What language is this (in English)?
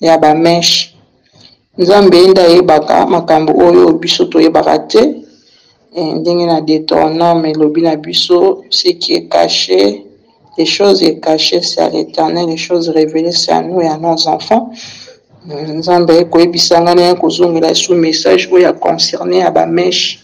Lingala